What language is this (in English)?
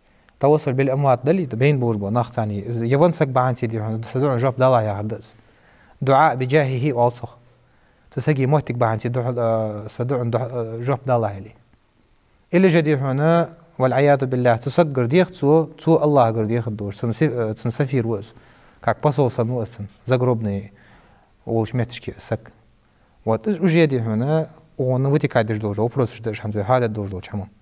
Ingush